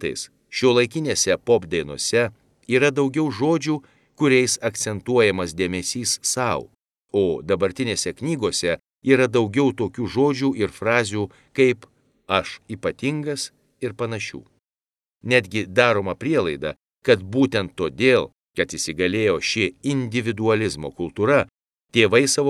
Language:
Lithuanian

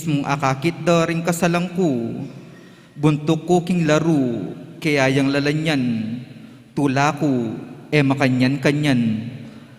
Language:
Pampanga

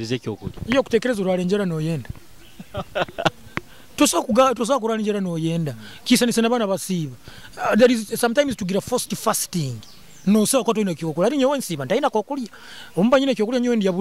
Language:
Nyoro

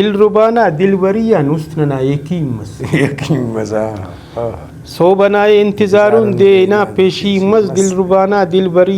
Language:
Brahui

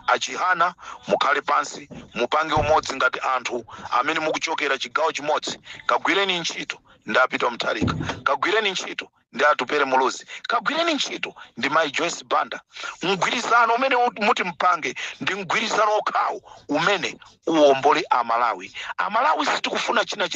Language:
Nyanja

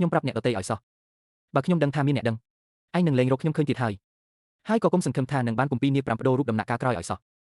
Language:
Khmer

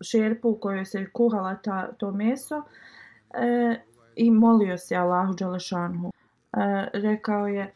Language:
Bosnian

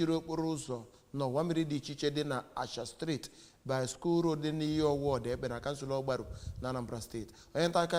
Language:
Igbo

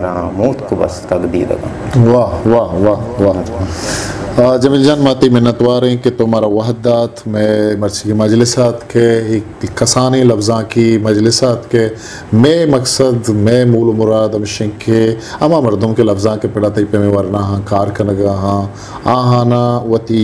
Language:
Baluchi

